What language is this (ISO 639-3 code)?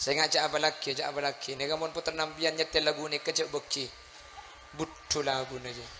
mad